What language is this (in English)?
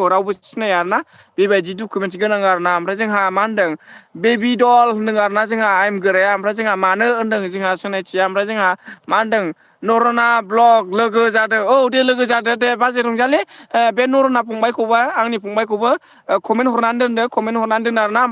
Bodo